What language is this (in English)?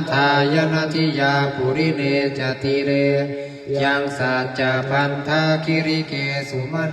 Pali